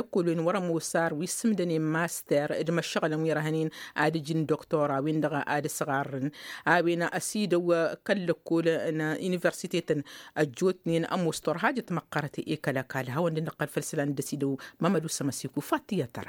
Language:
Tamasheq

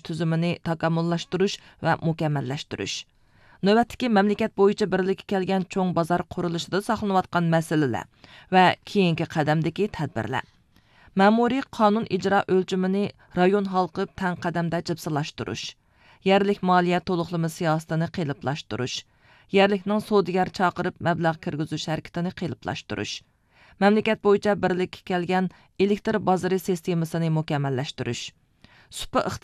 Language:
Uyghur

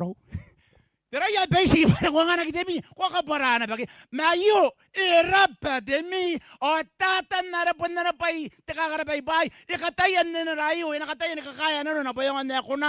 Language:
Gilbertese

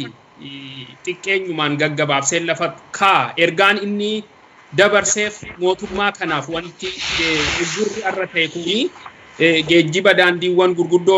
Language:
Oromo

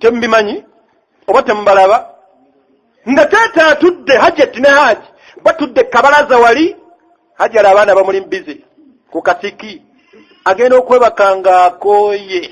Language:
Ganda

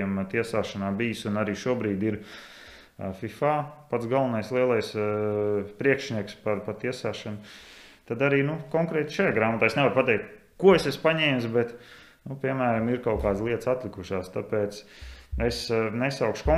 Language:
Latvian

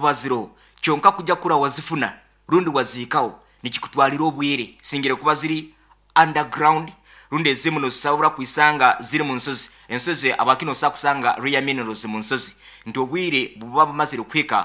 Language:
Nyankole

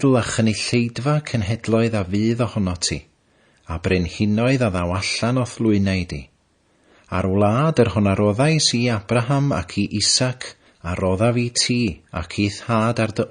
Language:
Welsh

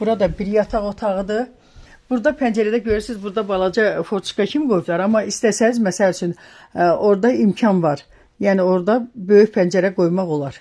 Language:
Azerbaijani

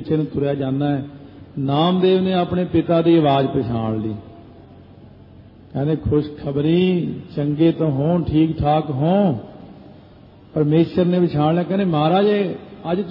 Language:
Punjabi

